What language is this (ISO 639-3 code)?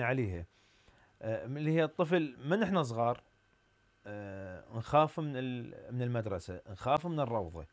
acm